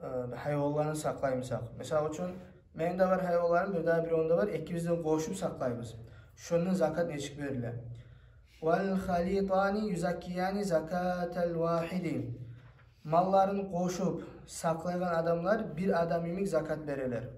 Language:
Kumyk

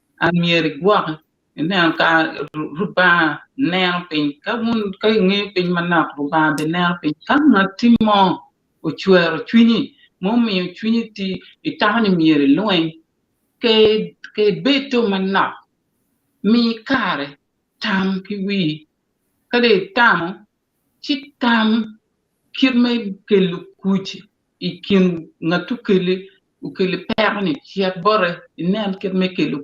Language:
Acoli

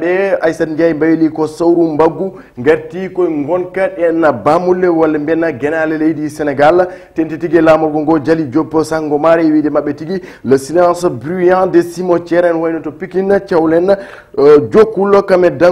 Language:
Fula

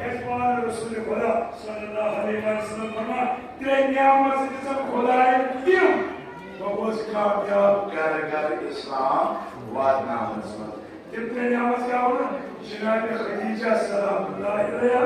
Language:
Kashmiri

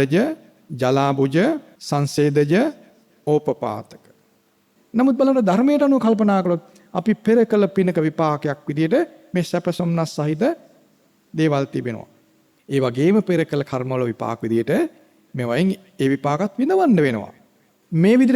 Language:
Sinhala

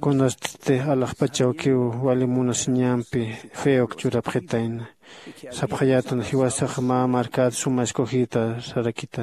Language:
Aymara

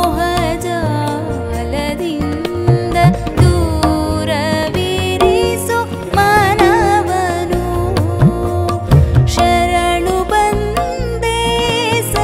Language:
Kannada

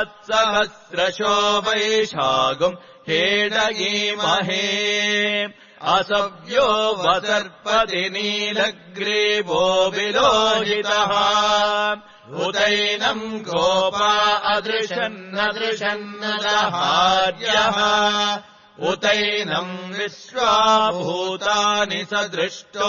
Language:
Sanskrit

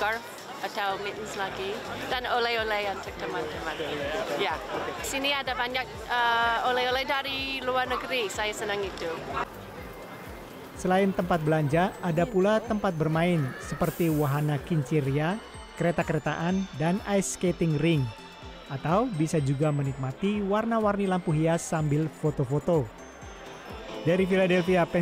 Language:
Indonesian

